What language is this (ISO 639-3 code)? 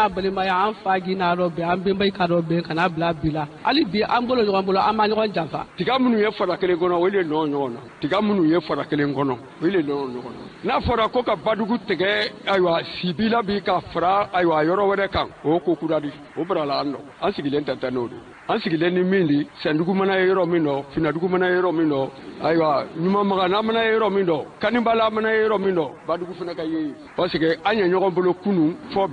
bam